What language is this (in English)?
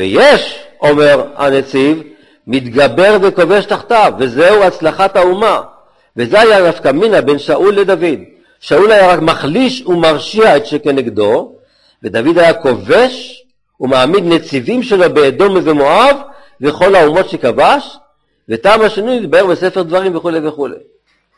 Hebrew